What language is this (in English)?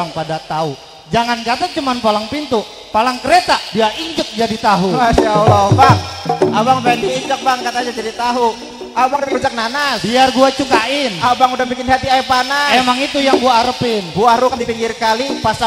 Betawi